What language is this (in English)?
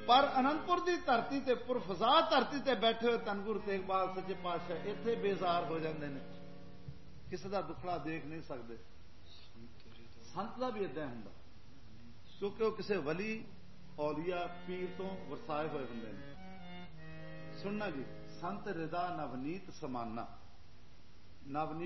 Punjabi